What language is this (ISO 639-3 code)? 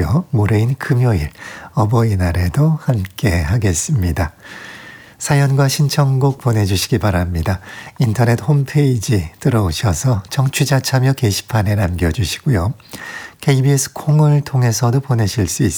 kor